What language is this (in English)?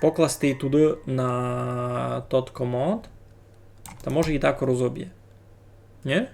Rusyn